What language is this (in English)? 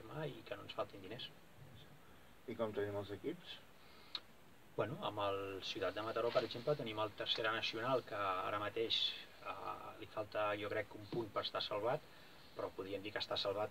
Catalan